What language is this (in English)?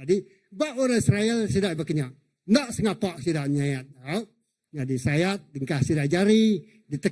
Iban